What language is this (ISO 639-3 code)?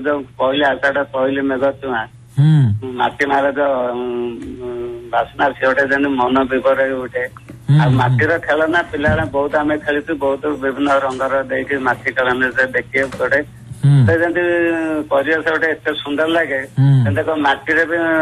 ori